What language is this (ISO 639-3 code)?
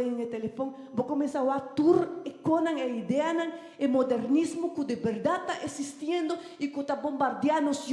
pap